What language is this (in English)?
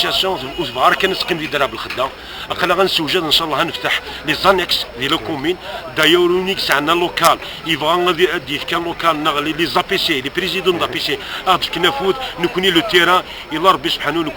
Kabyle